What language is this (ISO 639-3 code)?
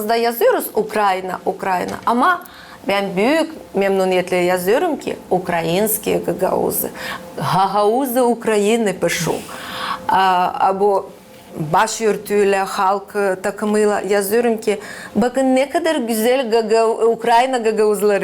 gag